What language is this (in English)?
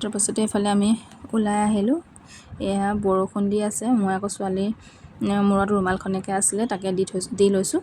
Assamese